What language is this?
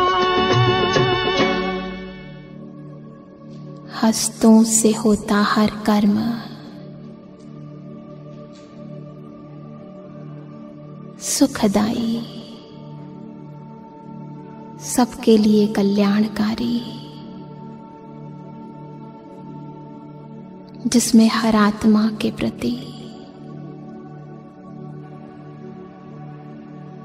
Hindi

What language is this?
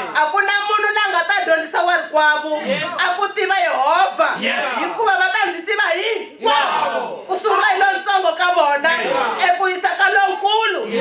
Tsonga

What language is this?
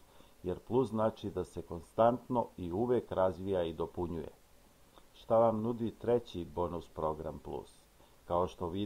Serbian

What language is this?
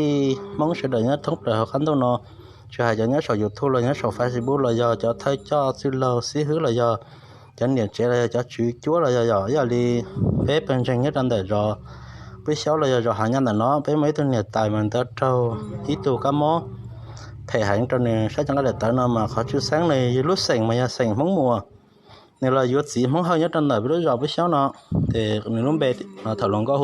Hmong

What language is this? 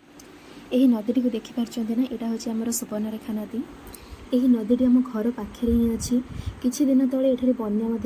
Odia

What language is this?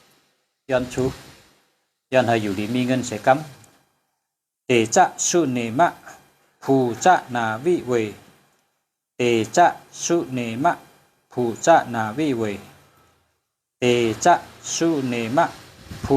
Shan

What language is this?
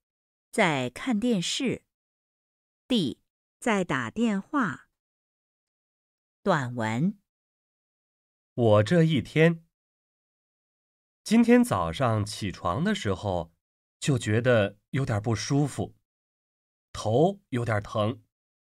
Chinese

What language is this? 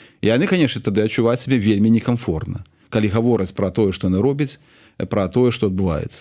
Belarusian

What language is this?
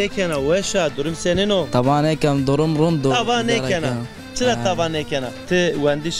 Zaza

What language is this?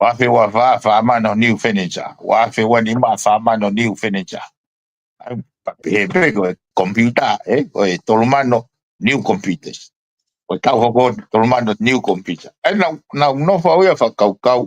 Tongan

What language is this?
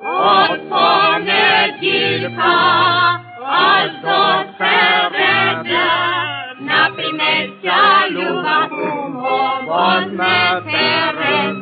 Rusyn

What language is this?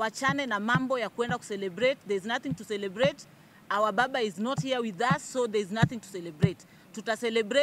Meru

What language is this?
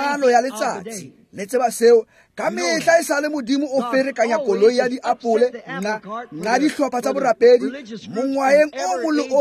Tswana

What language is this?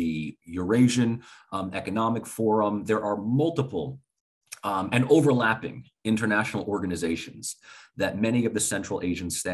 English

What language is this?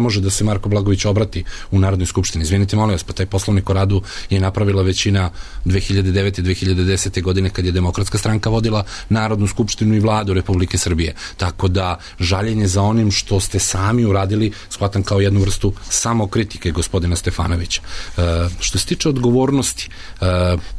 Serbian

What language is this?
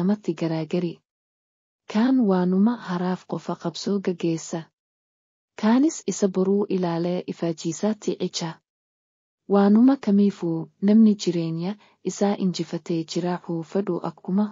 Oromo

